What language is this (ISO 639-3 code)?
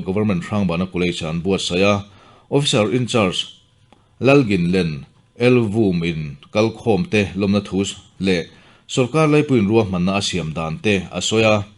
lus